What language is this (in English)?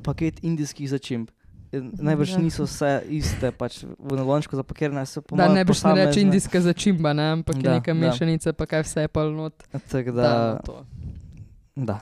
Slovenian